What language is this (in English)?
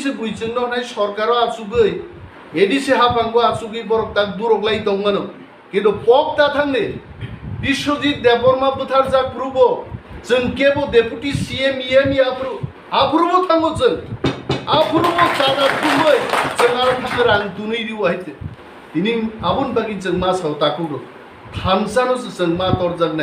Riang (India)